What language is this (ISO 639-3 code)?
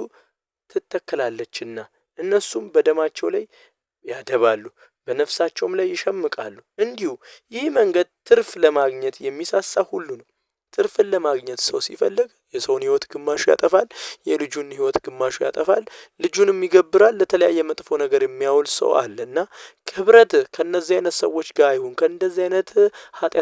amh